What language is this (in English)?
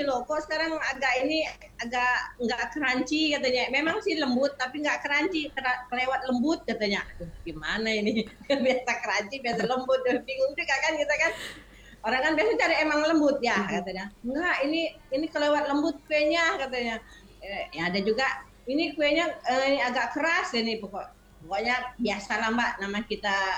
Indonesian